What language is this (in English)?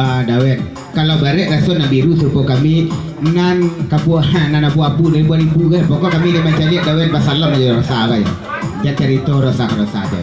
Minangkabau